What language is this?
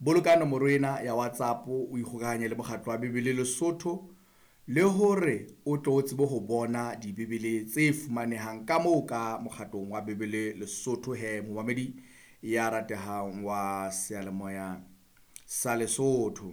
Southern Sotho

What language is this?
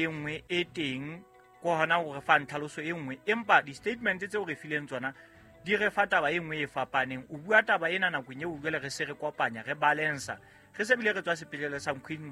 Southern Sotho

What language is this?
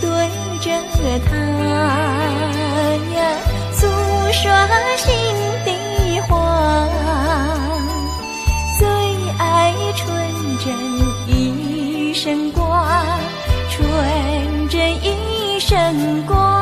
Chinese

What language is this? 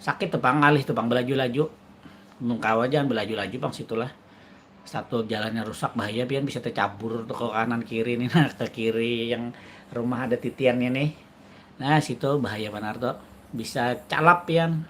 Banjar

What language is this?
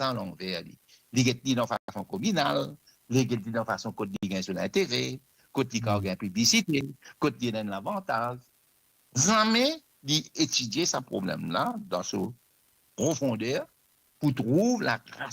Morisyen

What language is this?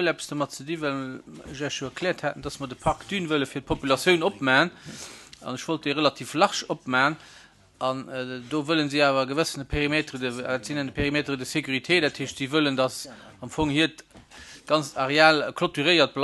Luxembourgish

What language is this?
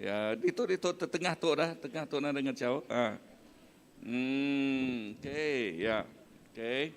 Iban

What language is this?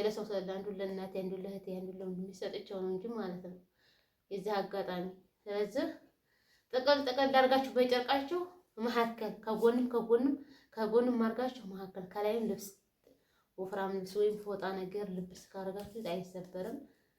Amharic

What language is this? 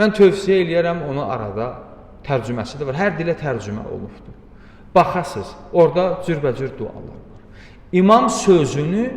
Azerbaijani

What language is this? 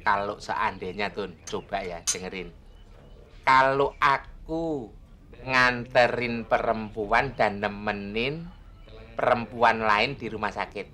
Betawi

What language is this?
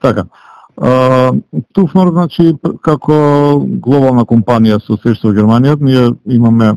Macedonian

